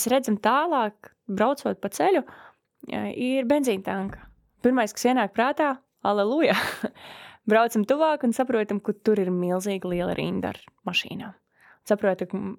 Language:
Latvian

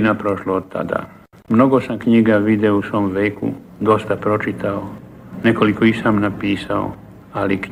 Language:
Bosnian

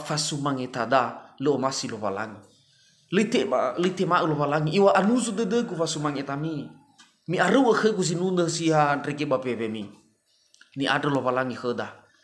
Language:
Nias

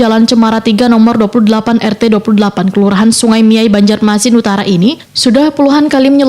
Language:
Banjar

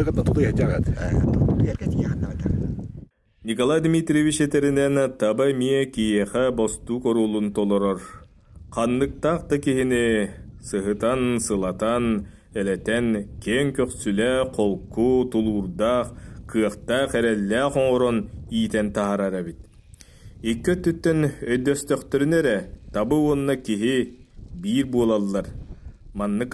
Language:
Yakut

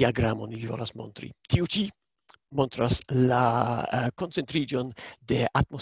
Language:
Esperanto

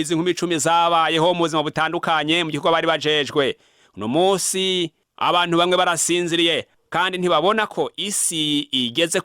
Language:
Rundi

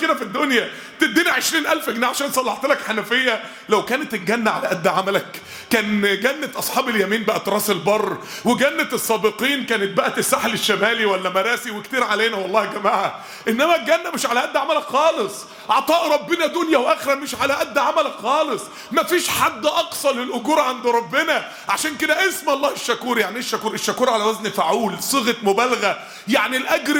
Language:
Egyptian Arabic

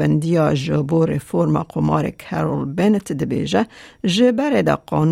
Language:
Kurdish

